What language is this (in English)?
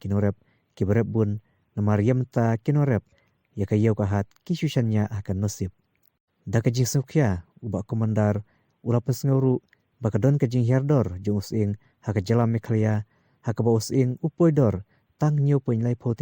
Khasi